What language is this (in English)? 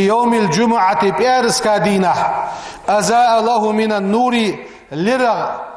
Ingush